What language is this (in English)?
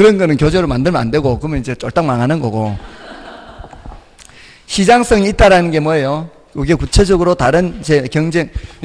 Korean